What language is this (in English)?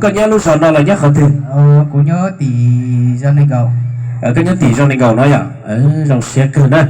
Hmong